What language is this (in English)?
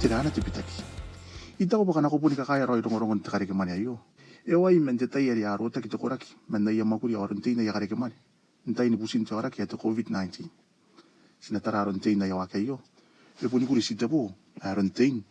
Gilbertese